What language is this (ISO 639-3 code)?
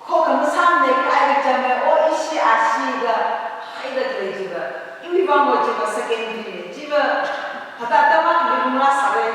nmf